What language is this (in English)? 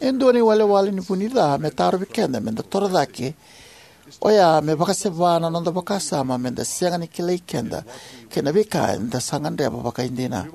Fijian